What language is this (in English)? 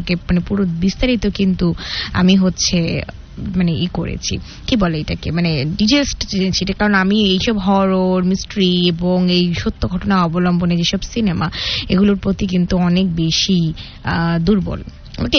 Bangla